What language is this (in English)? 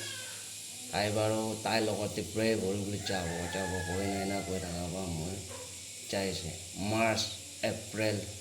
Naga Pidgin